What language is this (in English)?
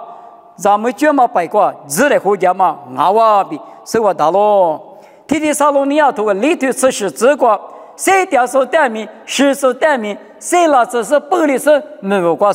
Lisu